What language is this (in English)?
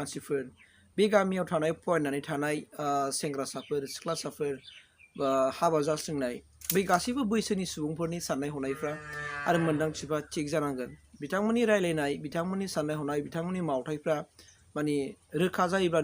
Bodo